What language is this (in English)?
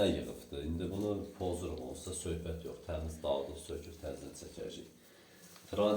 Azerbaijani